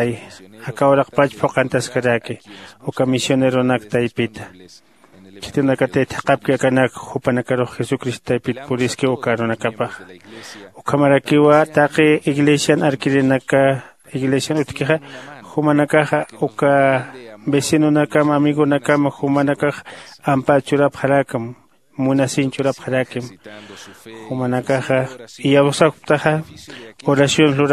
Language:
Aymara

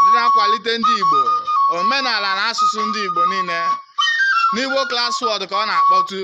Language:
Igbo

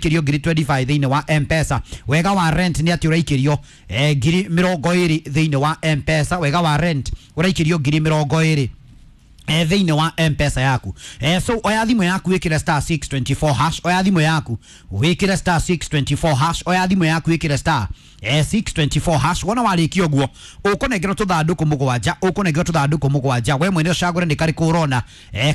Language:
Kikuyu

